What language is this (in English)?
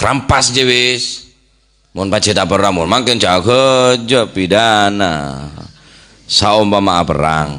Madurese